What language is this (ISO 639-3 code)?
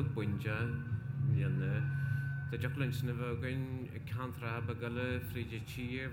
gle